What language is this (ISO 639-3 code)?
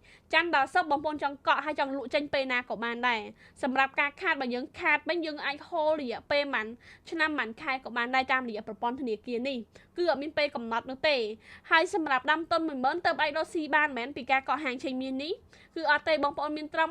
khm